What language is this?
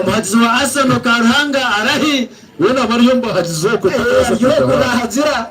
Nyankole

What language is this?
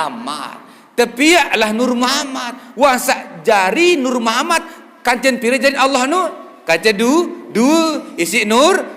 Sasak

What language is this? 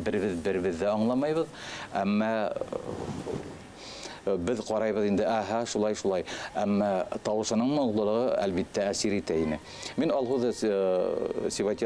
Bashkir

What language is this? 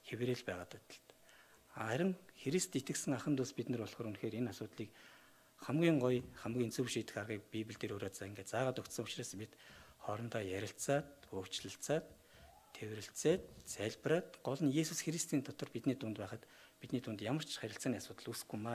Mongolian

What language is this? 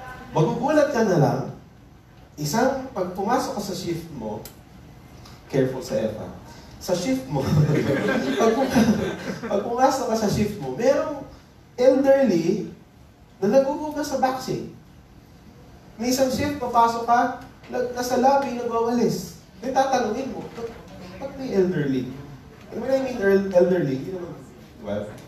Filipino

